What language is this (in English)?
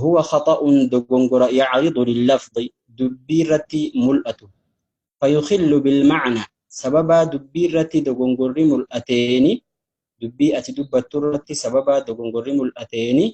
Oromo